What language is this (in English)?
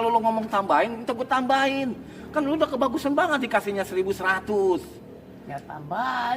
Betawi